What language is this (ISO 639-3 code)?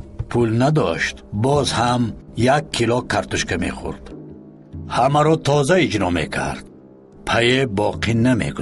fas